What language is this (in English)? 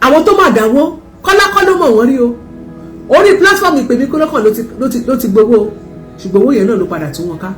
Yoruba